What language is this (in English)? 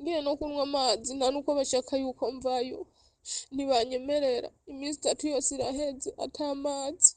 Rundi